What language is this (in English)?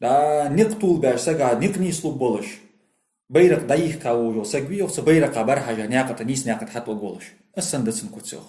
Ingush